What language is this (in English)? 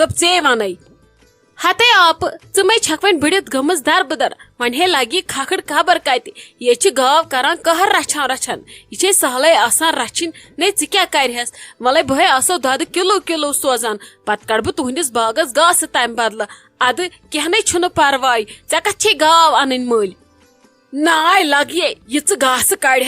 Kashmiri